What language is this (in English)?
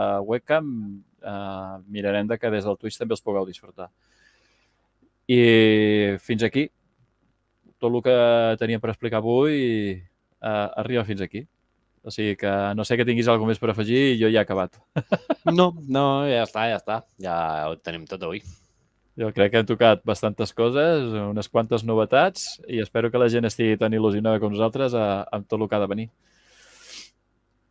Catalan